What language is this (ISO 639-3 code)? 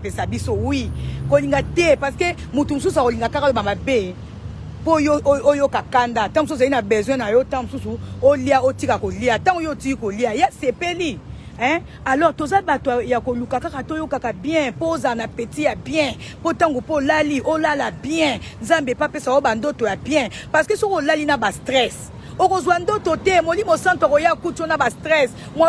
lin